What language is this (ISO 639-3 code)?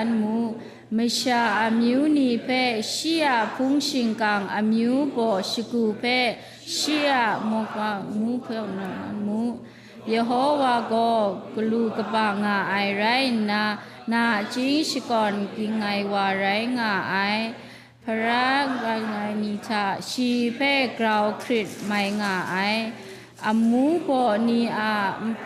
kac